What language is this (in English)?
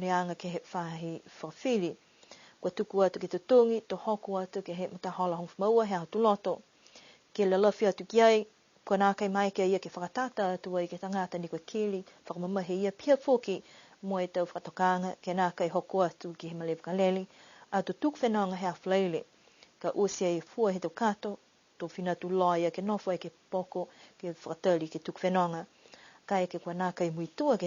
Niuean